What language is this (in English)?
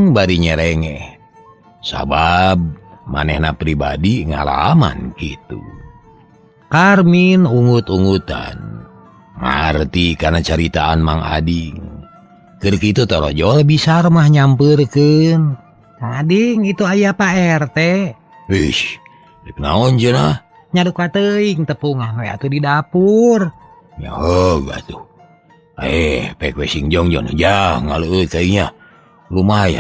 Sundanese